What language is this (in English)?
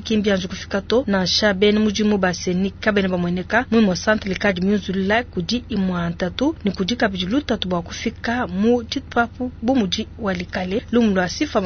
Luba-Lulua